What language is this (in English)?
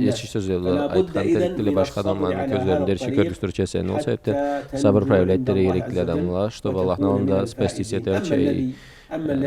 Karachay-Balkar